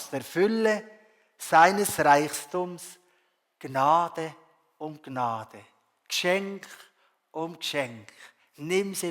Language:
Swiss German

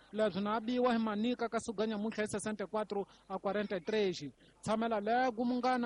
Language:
Tsonga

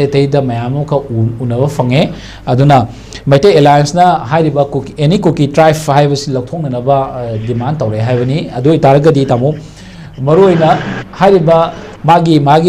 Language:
Manipuri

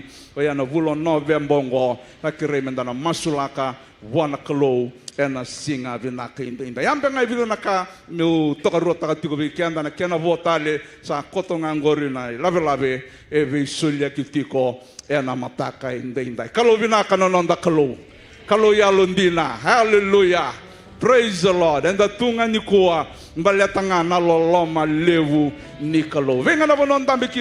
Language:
Fijian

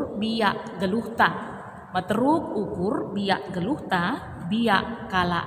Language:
Batak Karo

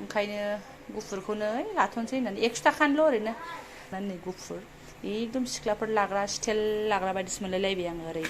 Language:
Bodo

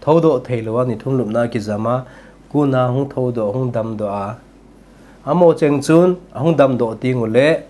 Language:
Thado Chin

